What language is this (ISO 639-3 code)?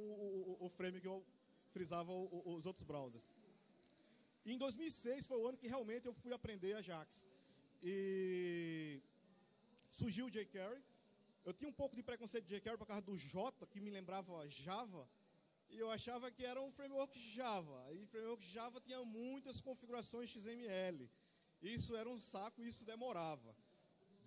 por